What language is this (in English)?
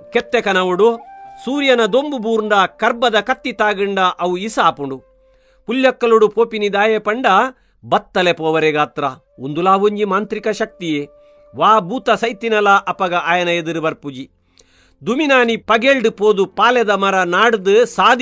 Tulu